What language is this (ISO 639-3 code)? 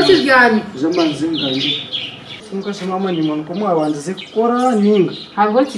nyn